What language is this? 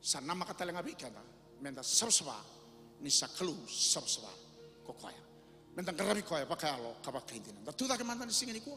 Fijian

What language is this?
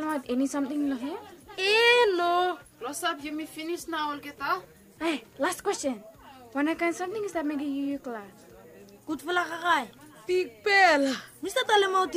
Bislama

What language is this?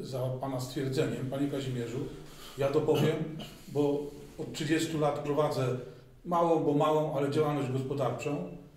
Polish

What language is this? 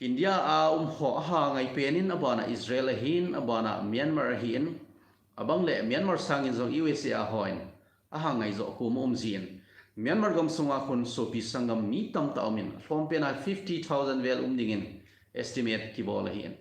Thado Chin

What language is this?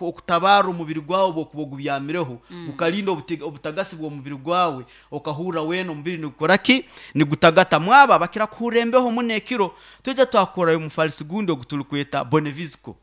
Nyankole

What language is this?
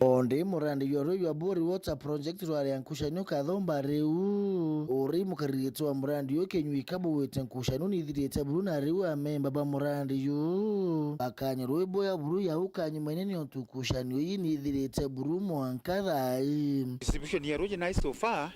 Meru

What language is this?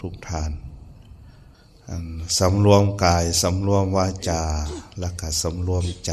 Lao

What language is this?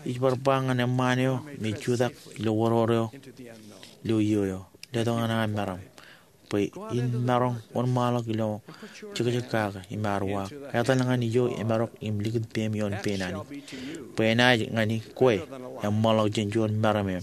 Marshallese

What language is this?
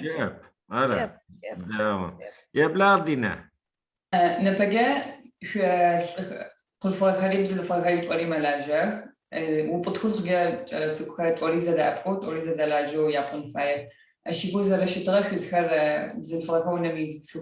Adyghe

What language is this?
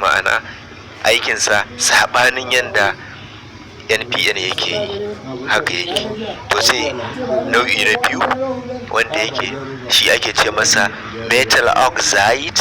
Hausa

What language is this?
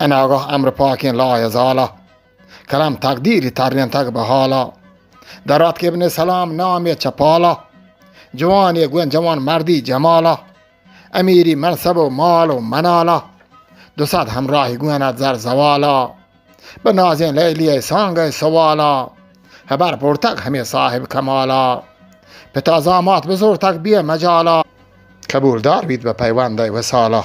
Eastern Balochi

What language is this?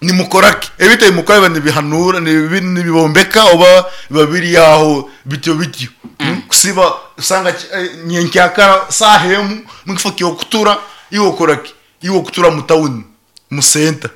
Nyankole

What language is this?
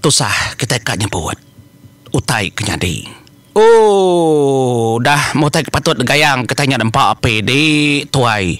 Iban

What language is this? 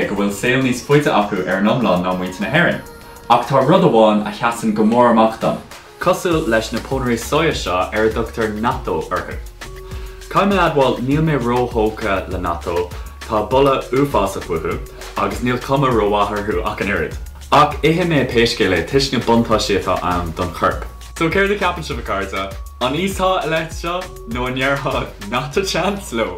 Irish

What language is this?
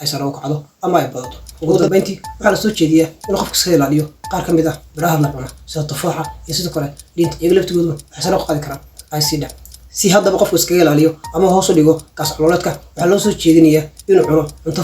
Somali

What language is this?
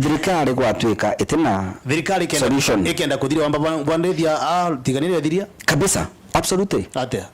Meru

